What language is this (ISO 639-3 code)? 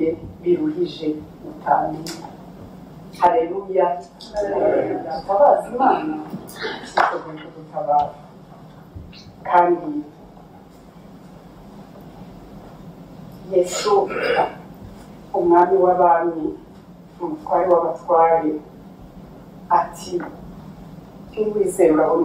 kin